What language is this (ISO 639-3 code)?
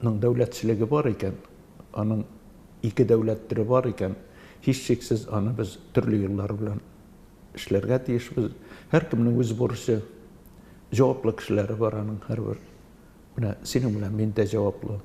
tat